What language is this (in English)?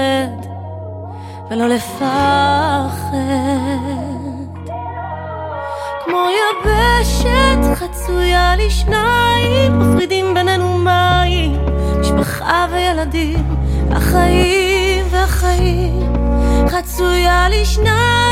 Hebrew